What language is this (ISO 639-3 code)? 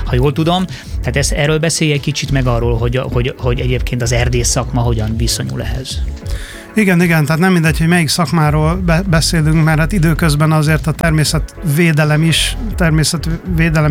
hun